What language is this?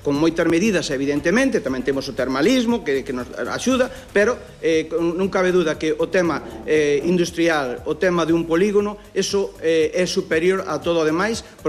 Galician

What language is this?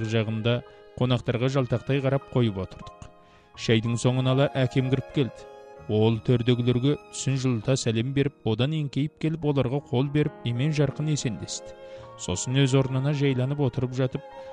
Kazakh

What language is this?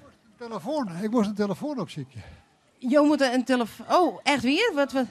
Western Frisian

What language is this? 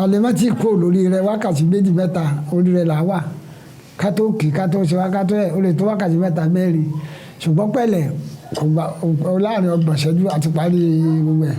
Yoruba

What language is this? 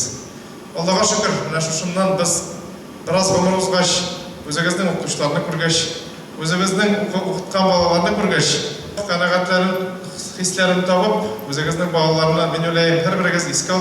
Tatar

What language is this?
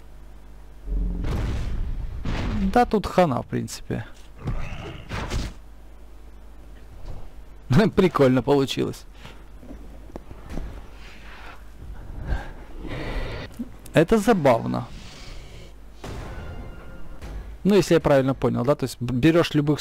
Russian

